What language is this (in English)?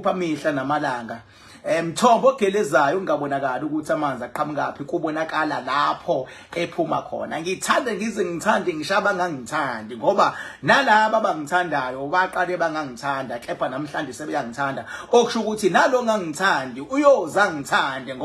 Zulu